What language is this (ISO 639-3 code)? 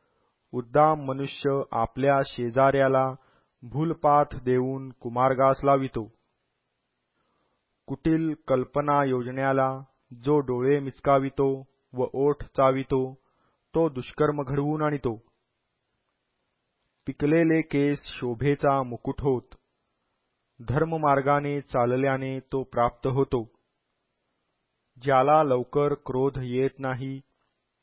mar